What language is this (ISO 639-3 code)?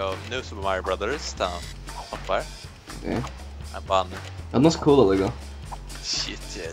fao